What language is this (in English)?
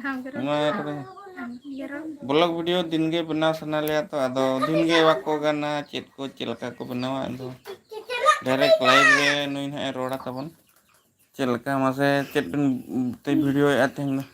Santali